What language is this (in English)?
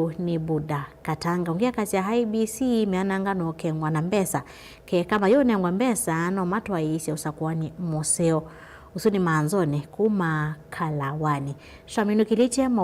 Kamba